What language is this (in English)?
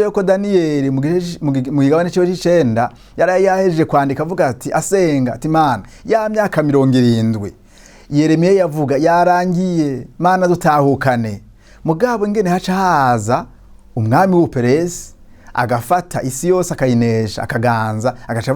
Rundi